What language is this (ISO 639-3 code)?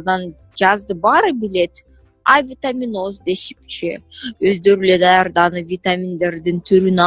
kir